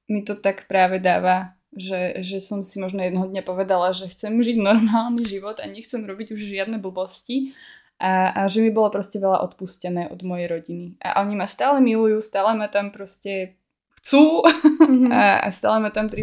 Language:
Slovak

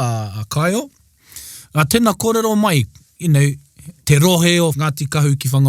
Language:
Māori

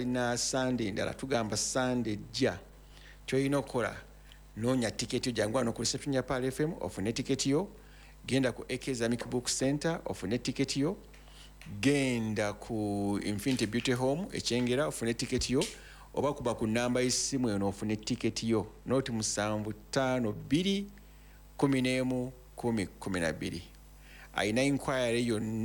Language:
Ganda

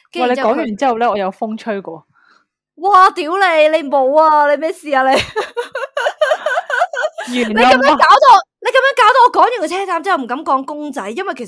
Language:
Cantonese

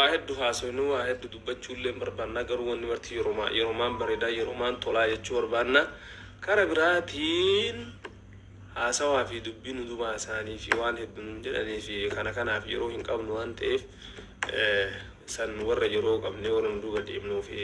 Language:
Oromo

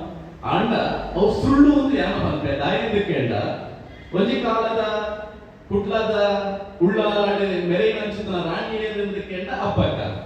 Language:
Tulu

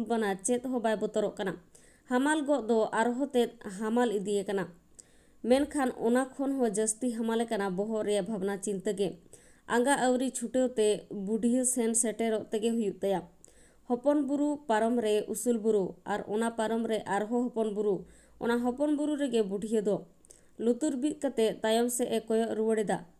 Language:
Santali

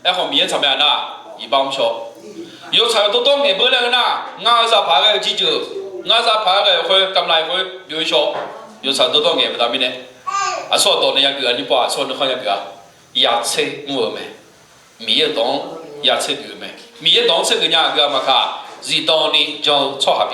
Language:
Akha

